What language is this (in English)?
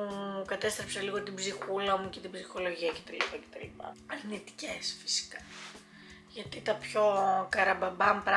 Greek